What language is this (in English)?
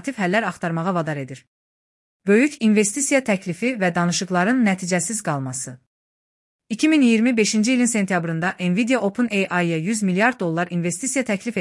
Azerbaijani